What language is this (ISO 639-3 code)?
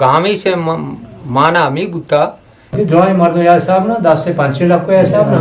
bgp